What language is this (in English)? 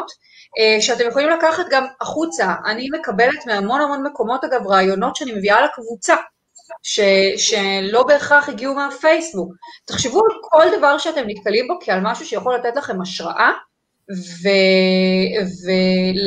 Hebrew